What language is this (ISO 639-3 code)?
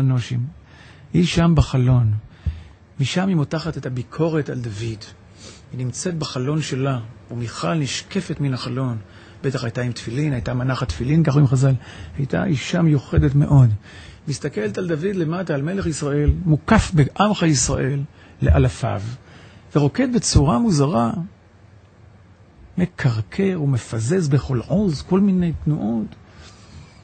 heb